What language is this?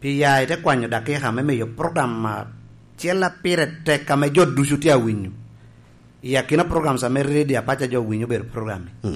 Lango (Uganda)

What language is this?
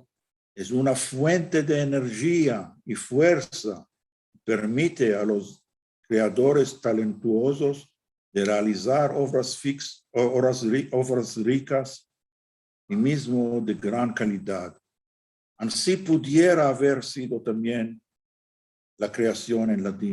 Ladino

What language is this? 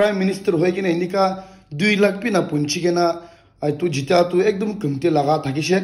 Naga Pidgin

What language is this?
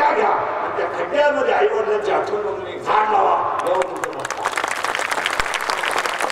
Marathi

